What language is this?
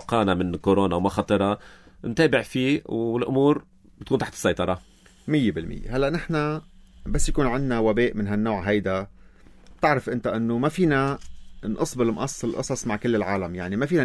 North Levantine Arabic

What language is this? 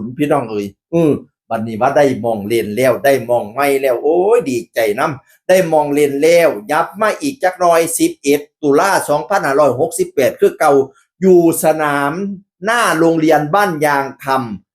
Northeastern Thai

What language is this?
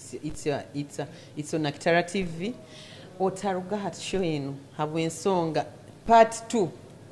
Nyoro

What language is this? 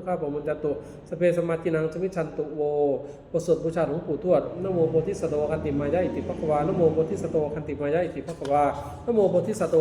Pali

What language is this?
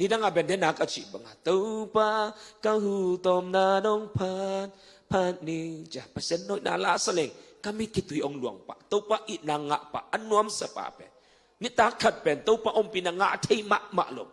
Tedim Chin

